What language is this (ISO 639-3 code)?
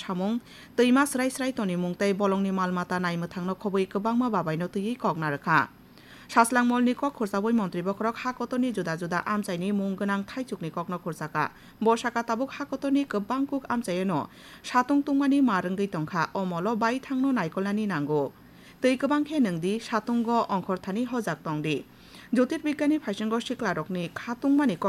trp